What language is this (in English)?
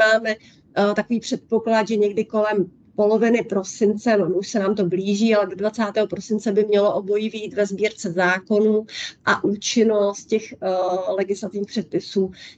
Czech